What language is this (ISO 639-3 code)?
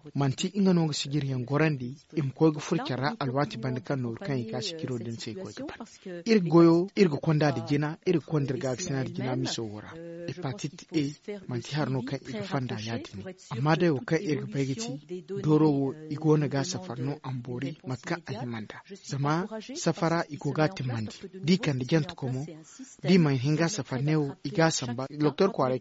dje